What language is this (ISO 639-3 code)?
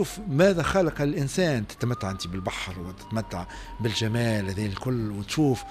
aeb